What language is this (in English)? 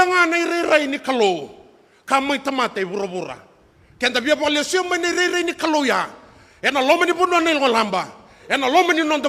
Fijian